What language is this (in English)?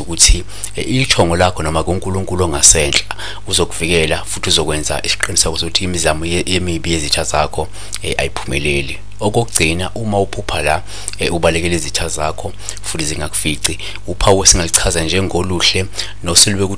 Zulu